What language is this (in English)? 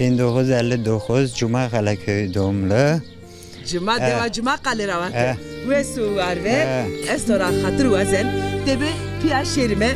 Zaza